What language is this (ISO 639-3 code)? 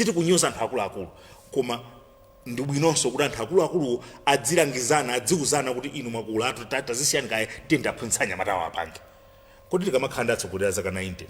nya